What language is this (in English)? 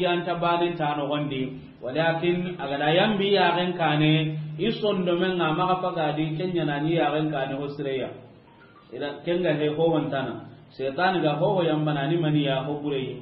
Soninke